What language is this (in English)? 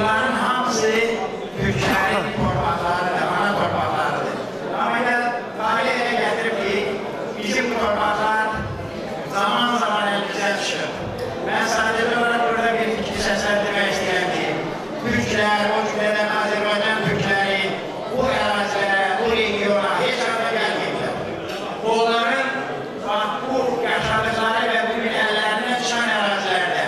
Azerbaijani